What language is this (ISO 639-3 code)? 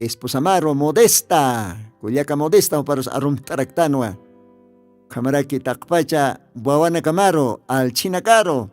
aym